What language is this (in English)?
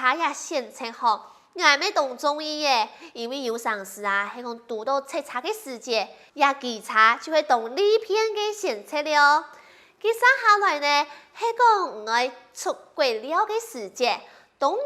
Hakka Chinese